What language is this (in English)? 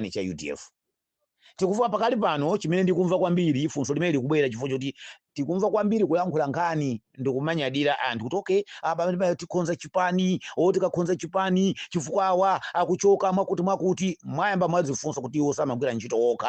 Nyanja